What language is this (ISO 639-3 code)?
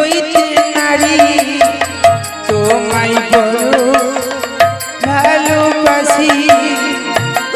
ben